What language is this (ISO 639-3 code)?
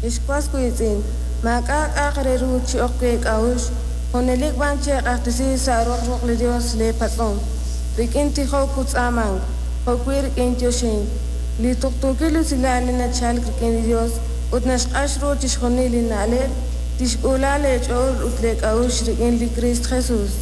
kek